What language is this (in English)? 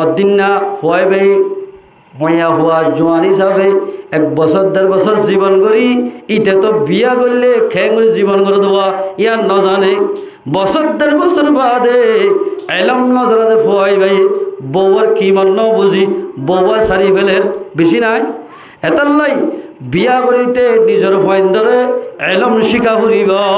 Rohingya